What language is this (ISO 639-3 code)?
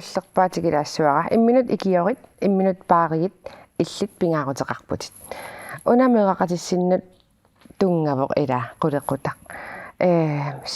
kal